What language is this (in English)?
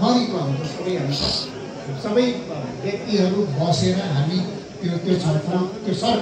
Nepali